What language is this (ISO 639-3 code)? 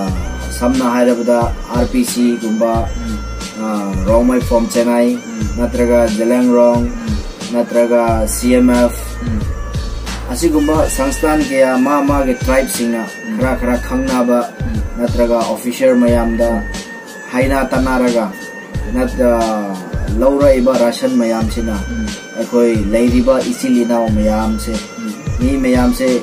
mni